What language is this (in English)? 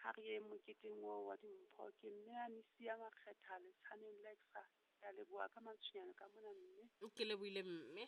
Southern Sotho